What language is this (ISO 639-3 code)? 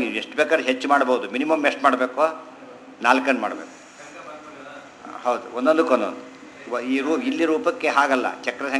kan